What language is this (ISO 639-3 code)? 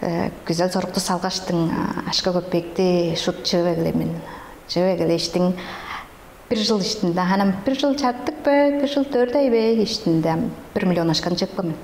tyv